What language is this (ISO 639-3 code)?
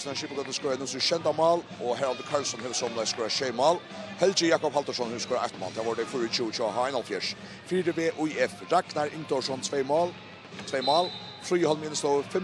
fao